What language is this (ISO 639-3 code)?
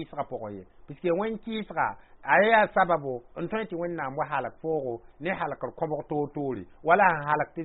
mos